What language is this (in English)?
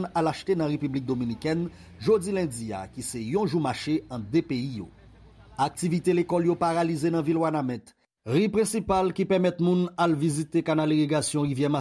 Haitian Creole